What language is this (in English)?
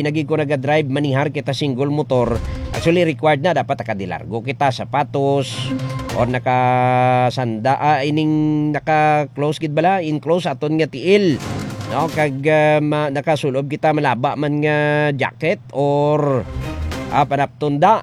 Hiligaynon